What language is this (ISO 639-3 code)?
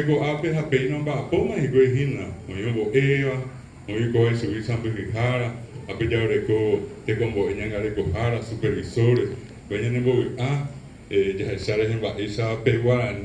grn